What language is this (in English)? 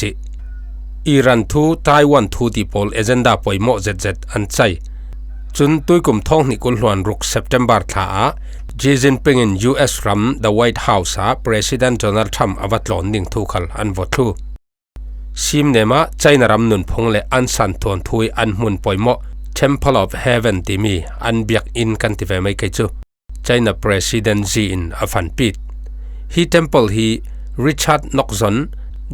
Falam Chin